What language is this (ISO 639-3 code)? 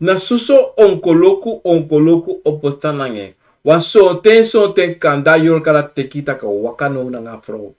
srn